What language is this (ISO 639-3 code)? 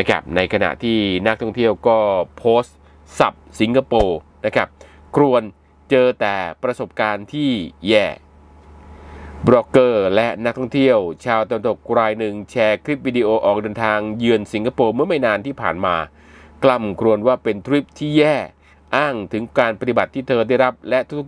tha